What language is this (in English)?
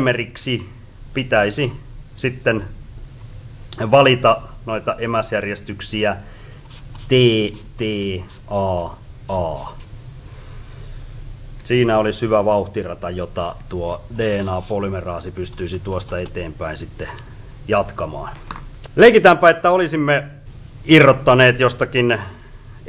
Finnish